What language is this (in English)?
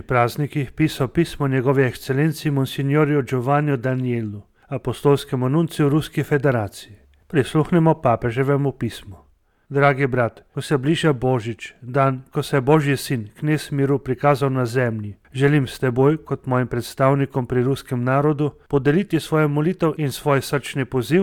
Slovenian